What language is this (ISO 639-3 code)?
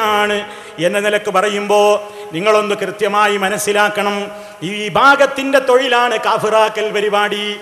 mal